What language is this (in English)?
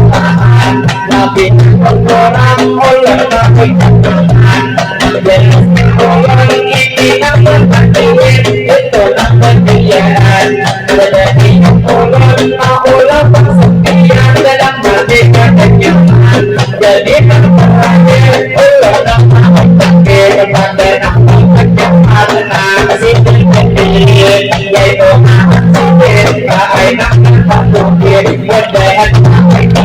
Banjar